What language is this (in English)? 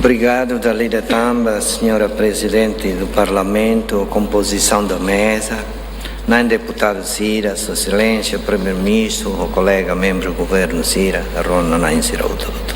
Tetum